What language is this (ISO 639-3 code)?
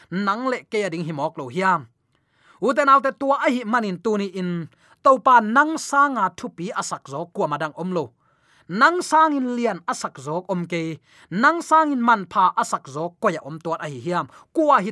ctd